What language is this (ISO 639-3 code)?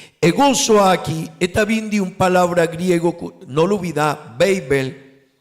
pap